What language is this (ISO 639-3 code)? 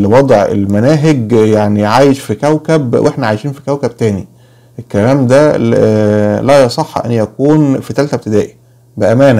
arz